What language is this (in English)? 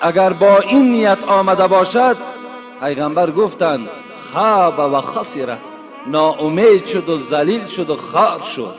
Tajik